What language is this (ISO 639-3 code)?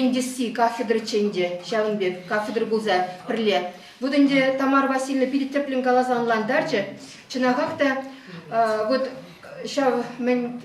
chv